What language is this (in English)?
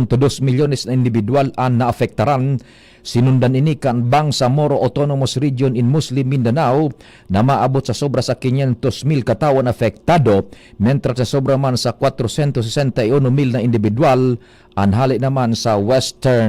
Bikol